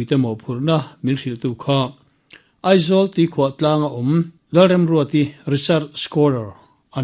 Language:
Mizo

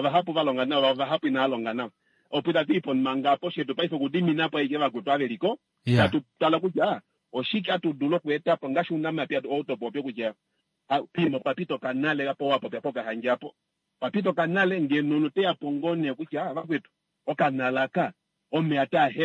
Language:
Kuanyama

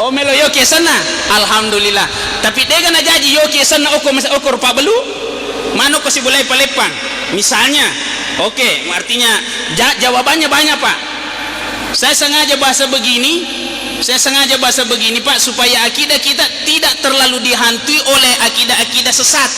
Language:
Buginese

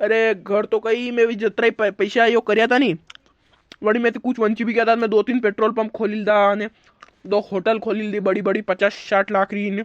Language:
Rajasthani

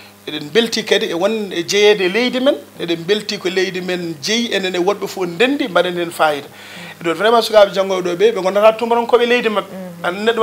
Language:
Fula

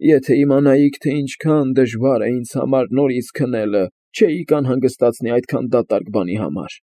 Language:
Armenian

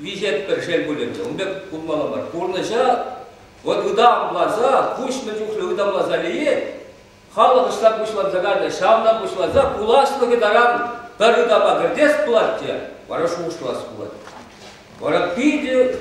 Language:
Chuvash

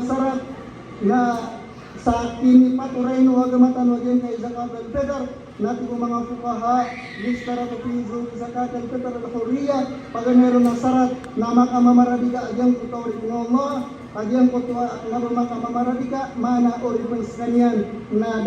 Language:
Maranao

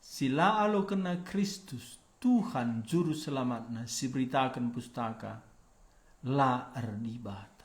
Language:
Batak Karo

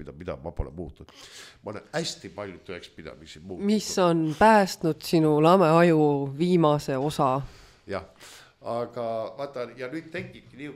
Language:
Estonian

